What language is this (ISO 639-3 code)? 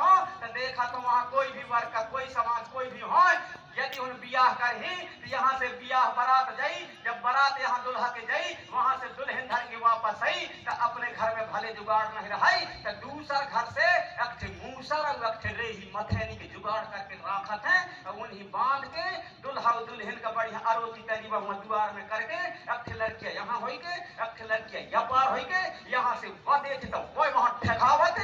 hne